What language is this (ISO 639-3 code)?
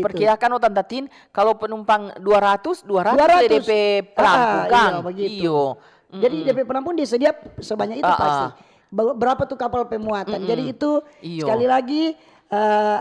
xmm